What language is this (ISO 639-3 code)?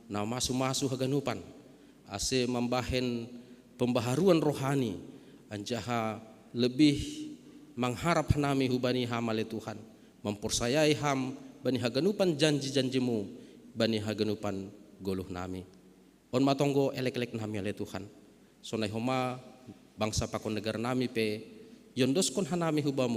bts